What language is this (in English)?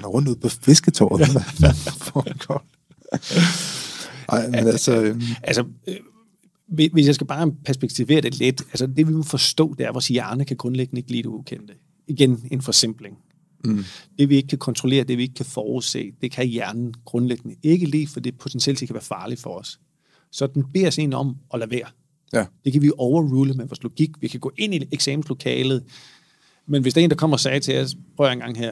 Danish